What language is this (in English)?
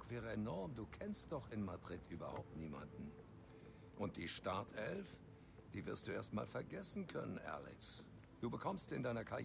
Swiss German